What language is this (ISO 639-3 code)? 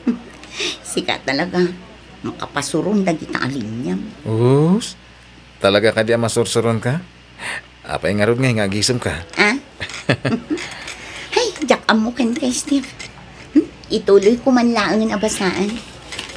ilo